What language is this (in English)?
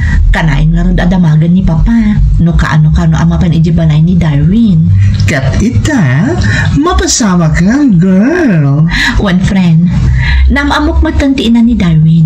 Iloko